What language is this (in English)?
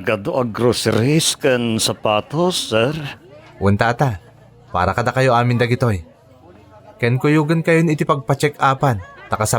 Iloko